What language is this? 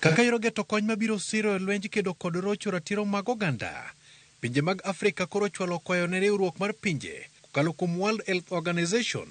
Luo (Kenya and Tanzania)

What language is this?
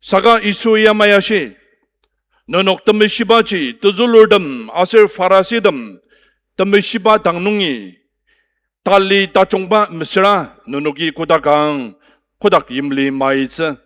Ao Naga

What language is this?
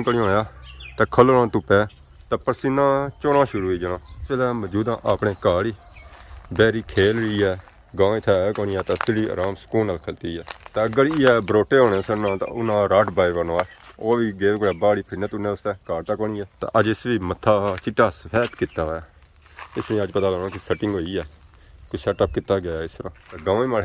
Pahari-Potwari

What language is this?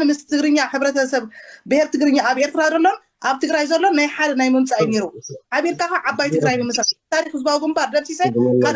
Tigrinya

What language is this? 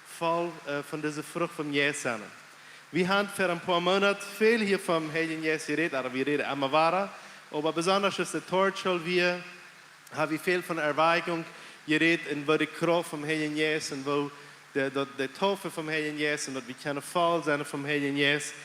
Plautdietsch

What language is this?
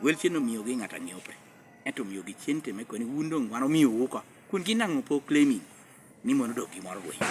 Lango (Uganda)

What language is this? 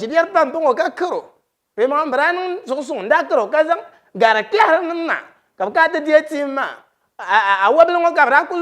Dagbani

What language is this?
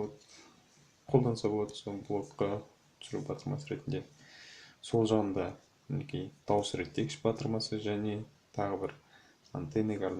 Kazakh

